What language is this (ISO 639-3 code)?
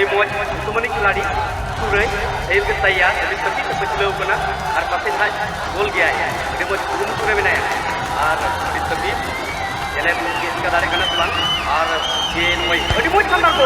sat